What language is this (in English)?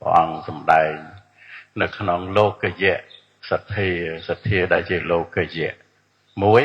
Khmer